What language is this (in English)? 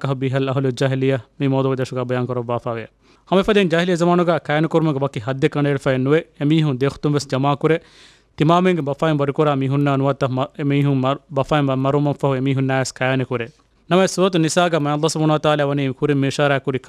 Divehi